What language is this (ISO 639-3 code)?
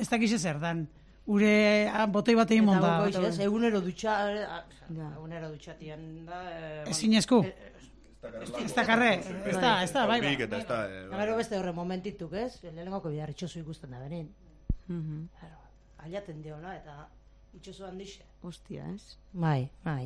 eus